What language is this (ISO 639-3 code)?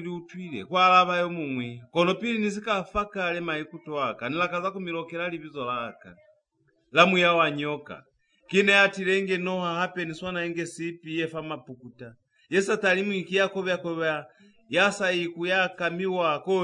loz